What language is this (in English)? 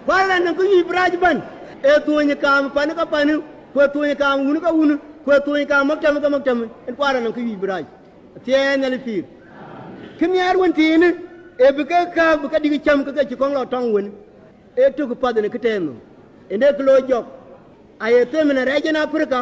Dinka